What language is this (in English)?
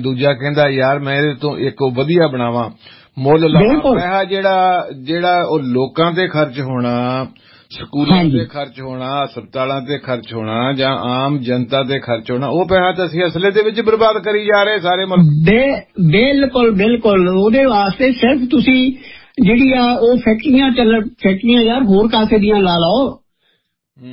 Punjabi